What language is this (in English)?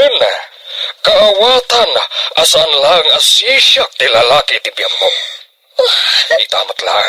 Iloko